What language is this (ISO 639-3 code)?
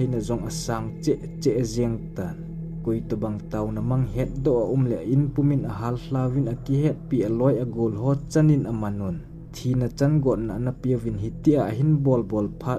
tcz